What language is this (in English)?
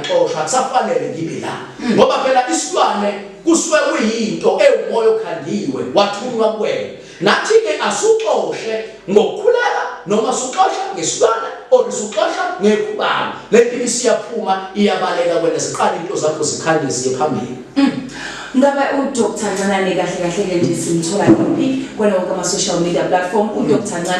Zulu